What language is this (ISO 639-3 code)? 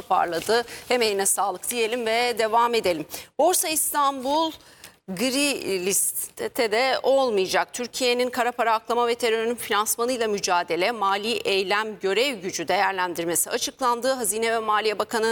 tur